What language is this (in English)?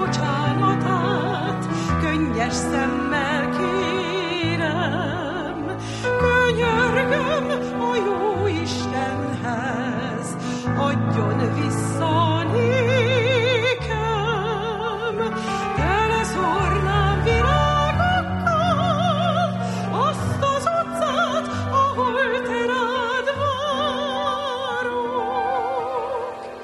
Hungarian